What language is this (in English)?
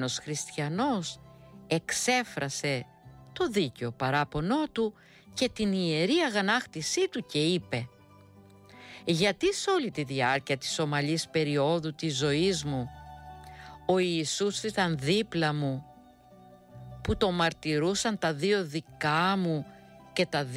Greek